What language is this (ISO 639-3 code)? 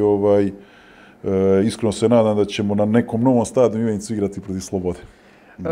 srp